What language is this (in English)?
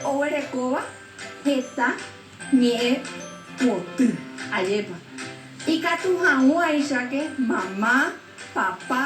Guarani